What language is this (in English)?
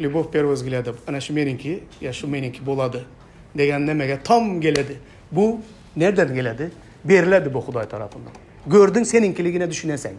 Turkmen